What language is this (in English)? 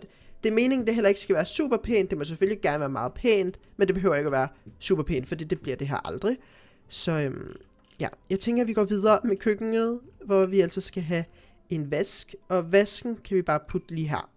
Danish